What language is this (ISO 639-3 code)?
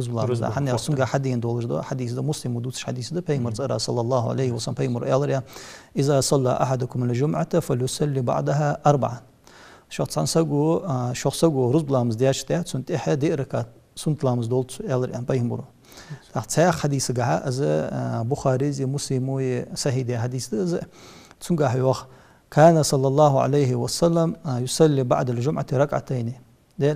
inh